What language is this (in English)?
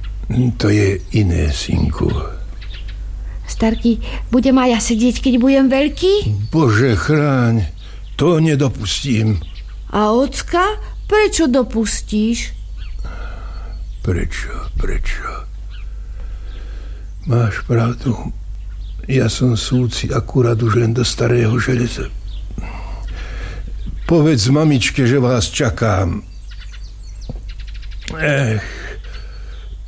Slovak